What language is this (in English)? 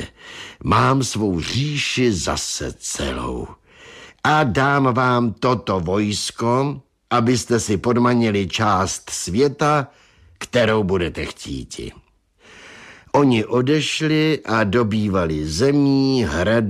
Czech